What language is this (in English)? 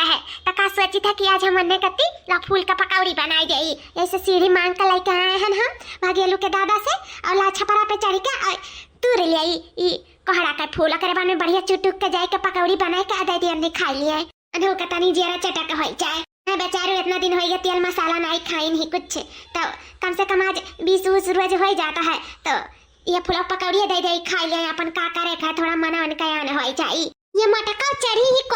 Awadhi